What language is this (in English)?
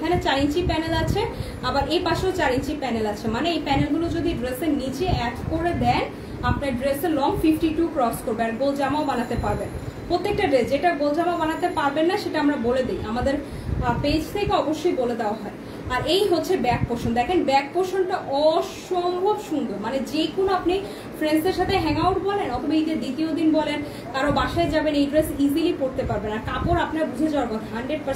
Bangla